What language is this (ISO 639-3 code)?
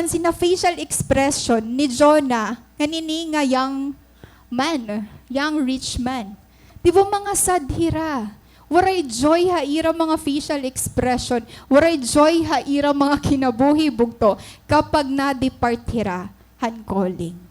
war